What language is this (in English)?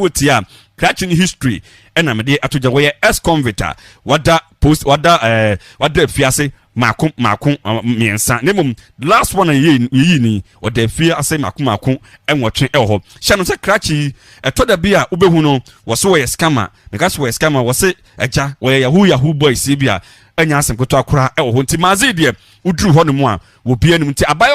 Akan